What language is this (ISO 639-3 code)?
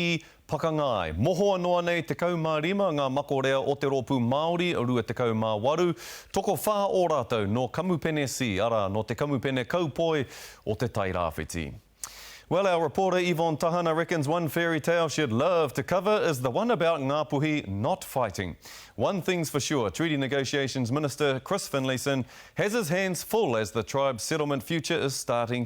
mri